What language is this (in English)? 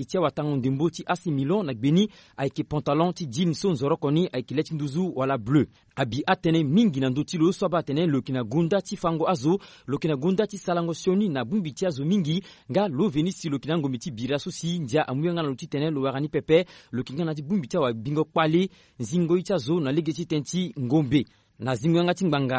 Sango